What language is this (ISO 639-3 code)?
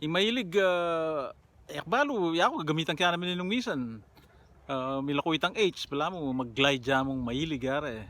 pam